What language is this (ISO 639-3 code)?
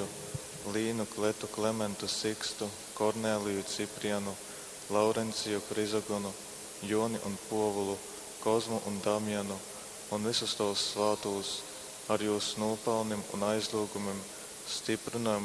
ltg